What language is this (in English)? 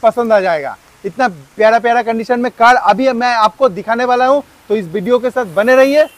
Hindi